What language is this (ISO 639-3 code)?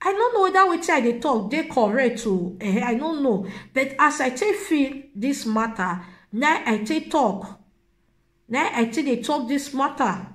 pcm